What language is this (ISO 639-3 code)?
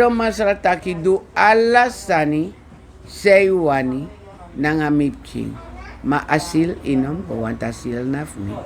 srn